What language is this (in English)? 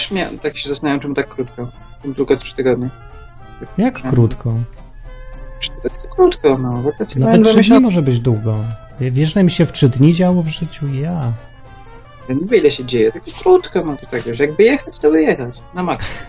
Polish